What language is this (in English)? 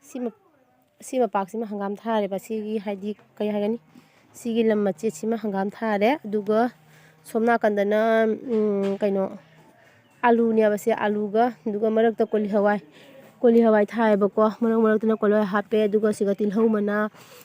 Manipuri